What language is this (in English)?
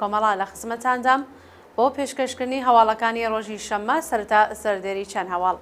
Central Kurdish